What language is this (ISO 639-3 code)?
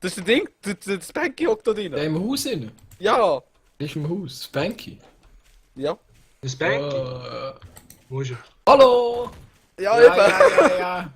gsw